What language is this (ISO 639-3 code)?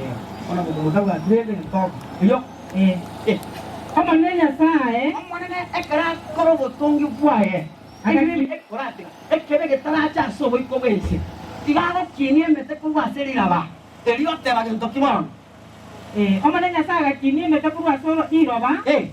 guz